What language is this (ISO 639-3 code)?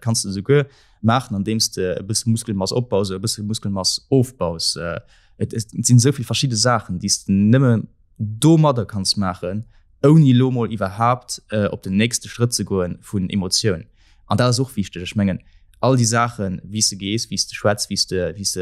ltz